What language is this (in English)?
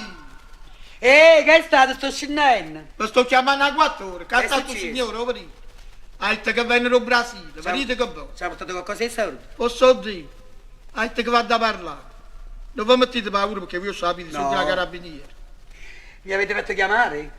Neapolitan